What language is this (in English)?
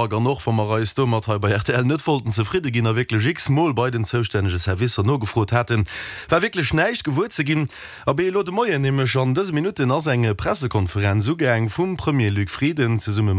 Luxembourgish